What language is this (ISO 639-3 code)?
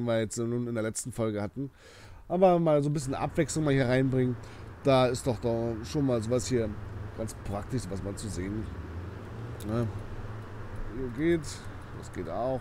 deu